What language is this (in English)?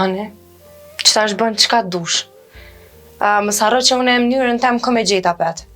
Albanian